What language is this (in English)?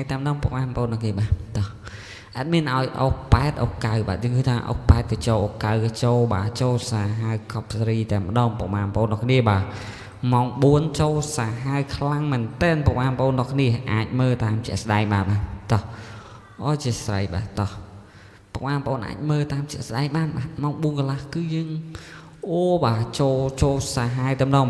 Khmer